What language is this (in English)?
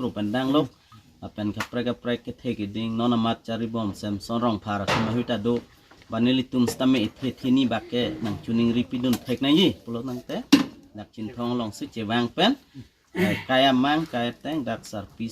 Karbi